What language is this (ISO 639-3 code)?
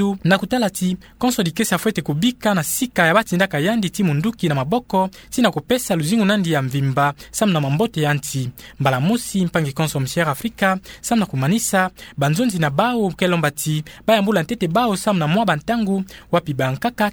ktu